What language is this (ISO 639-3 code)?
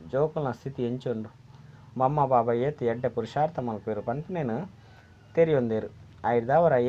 tcy